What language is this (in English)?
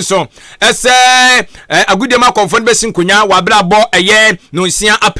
Akan